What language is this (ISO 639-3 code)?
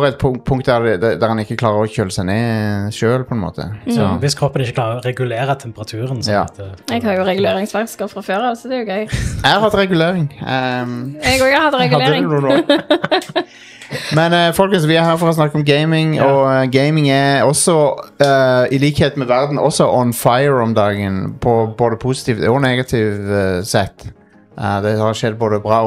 nor